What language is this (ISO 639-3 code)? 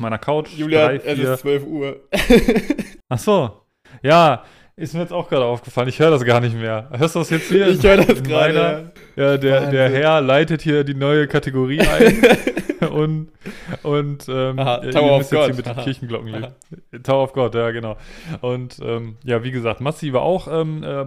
deu